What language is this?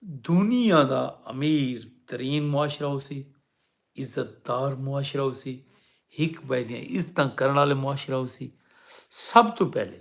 Saraiki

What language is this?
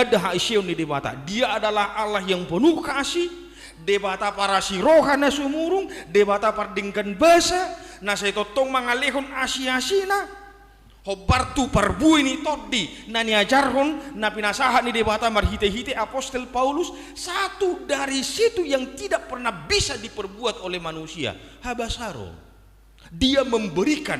Batak Toba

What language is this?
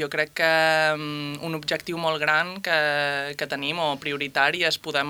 Catalan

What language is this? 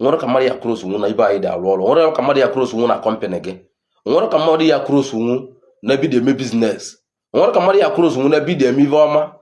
Igbo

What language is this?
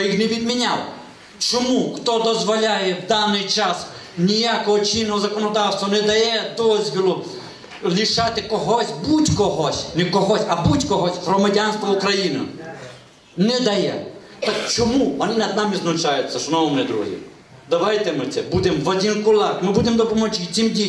Ukrainian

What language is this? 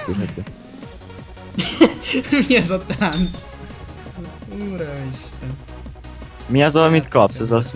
Hungarian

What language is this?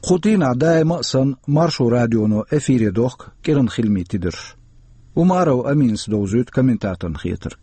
Chechen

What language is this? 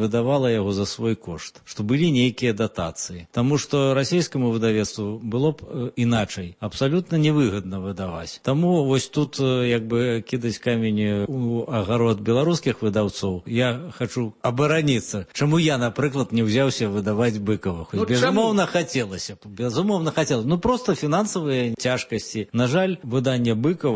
Belarusian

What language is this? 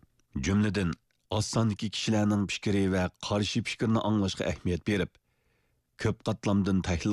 Uyghur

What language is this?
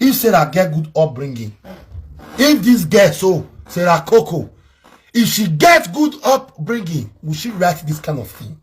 Nigerian Pidgin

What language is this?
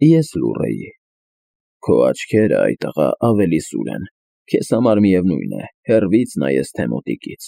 Armenian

